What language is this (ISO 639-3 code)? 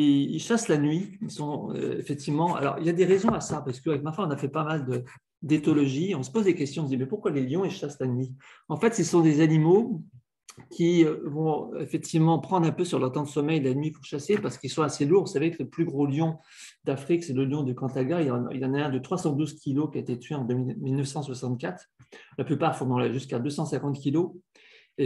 fra